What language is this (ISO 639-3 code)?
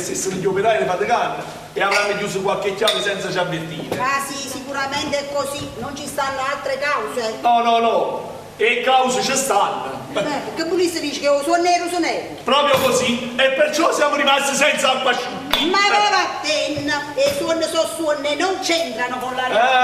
nap